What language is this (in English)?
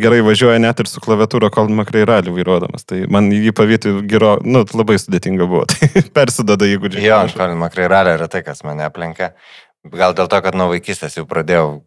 Lithuanian